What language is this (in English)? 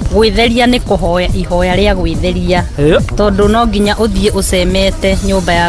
Kikuyu